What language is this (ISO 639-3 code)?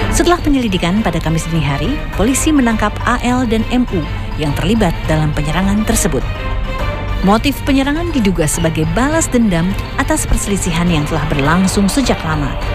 ind